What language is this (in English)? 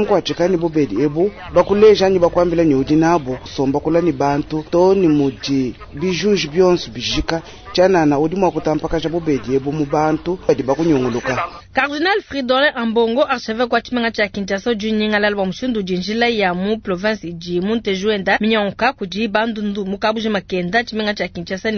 Luba-Lulua